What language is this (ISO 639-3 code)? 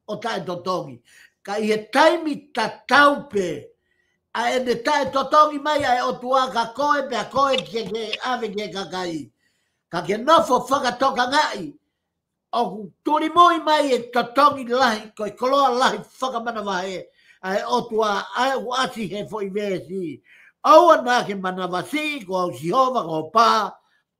ton